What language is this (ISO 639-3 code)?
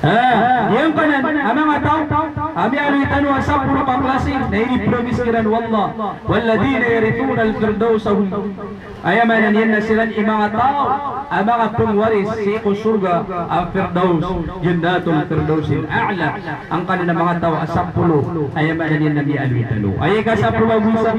mrw